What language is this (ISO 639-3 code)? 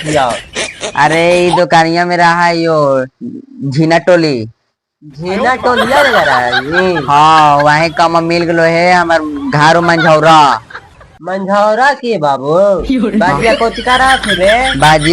mag